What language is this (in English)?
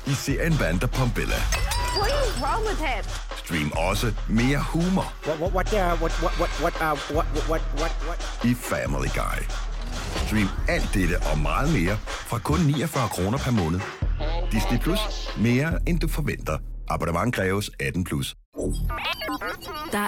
Danish